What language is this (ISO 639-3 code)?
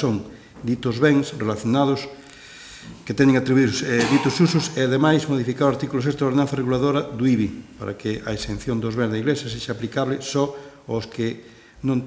glg